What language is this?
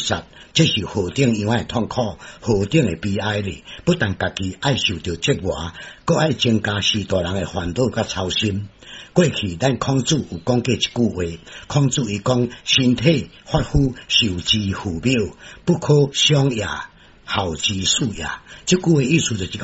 Min Nan Chinese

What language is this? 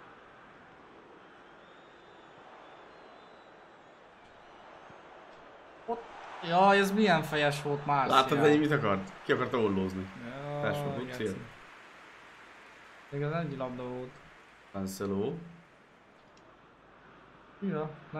Hungarian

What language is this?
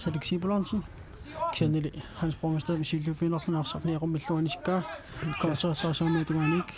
Kalaallisut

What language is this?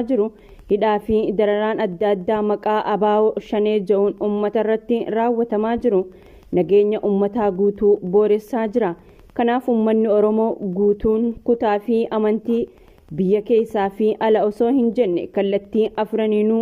Oromo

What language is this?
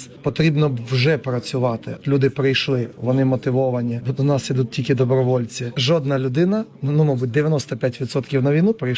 Ukrainian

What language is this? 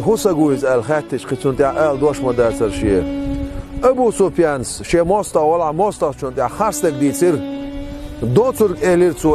Chechen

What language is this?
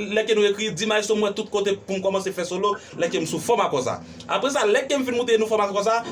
Haitian Creole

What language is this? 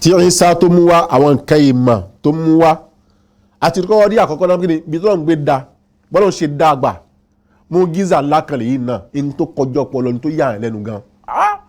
Yoruba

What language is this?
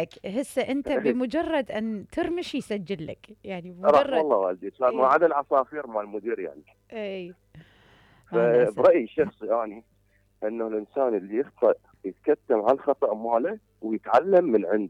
Mesopotamian Arabic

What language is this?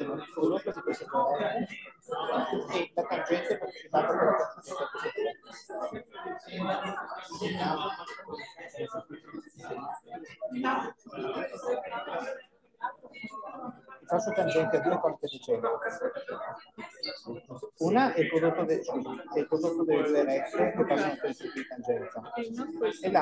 Italian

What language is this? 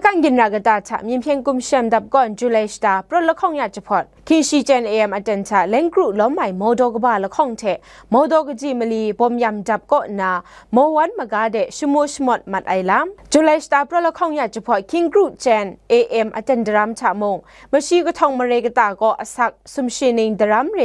Kachin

